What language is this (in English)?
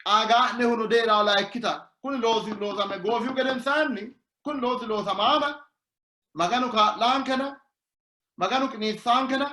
Sidamo